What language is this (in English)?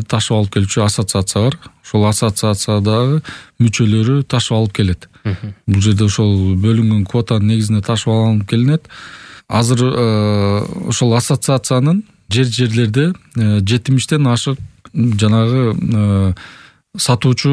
Kyrgyz